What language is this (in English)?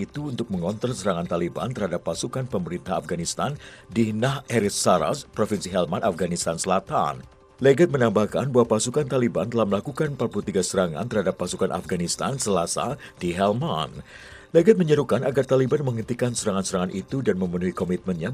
Indonesian